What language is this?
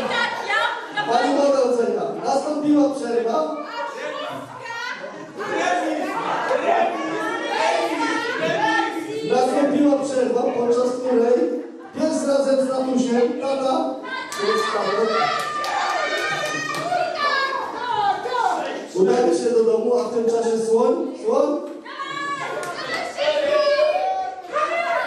Polish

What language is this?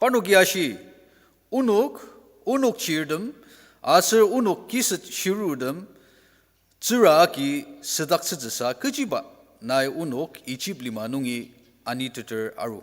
Ao Naga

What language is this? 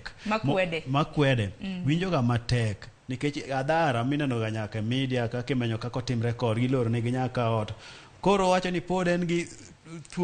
Luo (Kenya and Tanzania)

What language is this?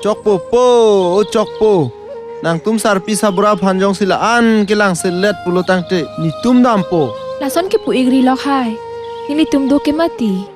Karbi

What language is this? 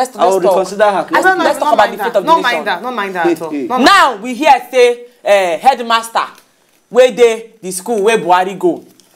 Nigerian Pidgin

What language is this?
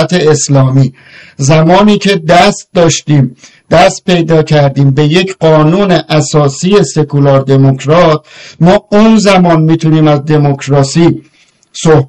Persian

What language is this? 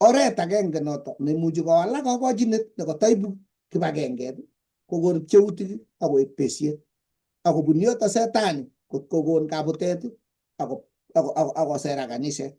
Kalenjin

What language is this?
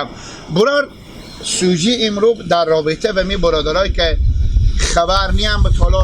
Persian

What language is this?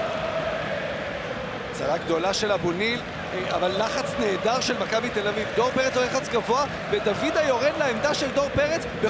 Hebrew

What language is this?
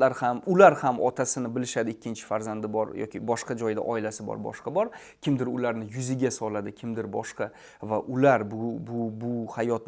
Uzbek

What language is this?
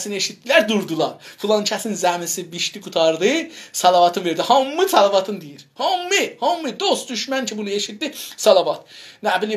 South Azerbaijani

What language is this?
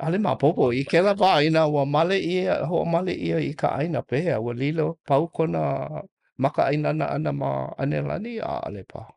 Hawaiian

